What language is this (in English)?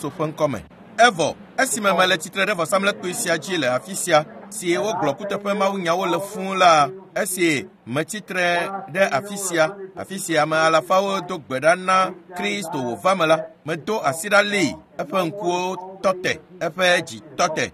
Ewe